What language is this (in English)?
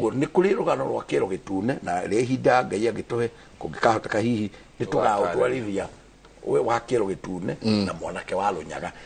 Kikuyu